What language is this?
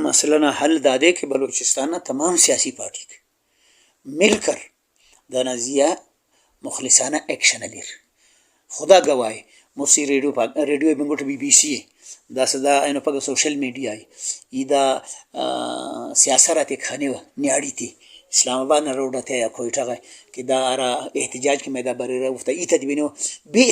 Brahui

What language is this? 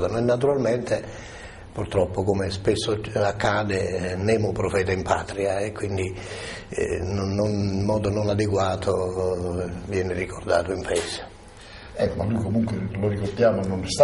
Italian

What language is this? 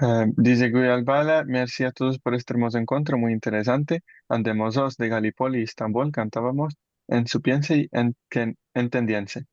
Ladino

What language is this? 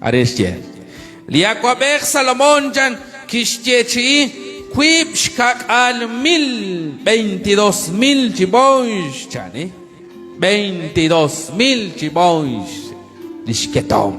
Kekchí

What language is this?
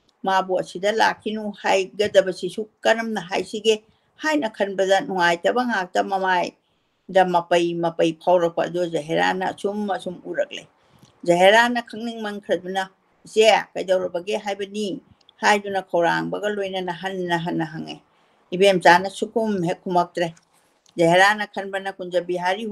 Manipuri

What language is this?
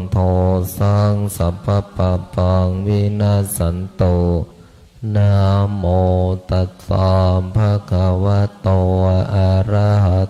Pali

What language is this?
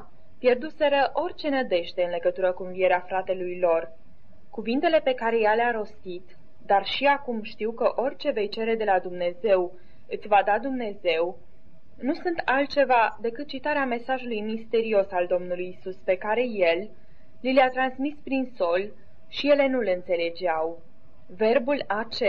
Romanian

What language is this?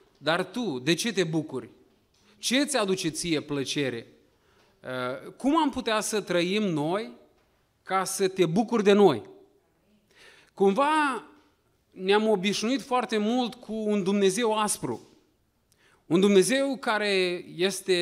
Romanian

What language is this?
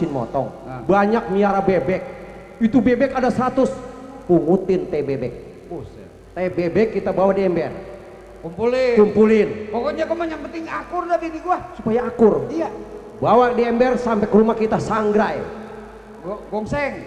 Betawi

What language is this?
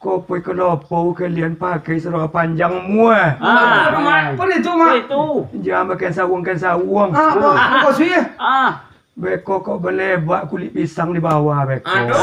Minangkabau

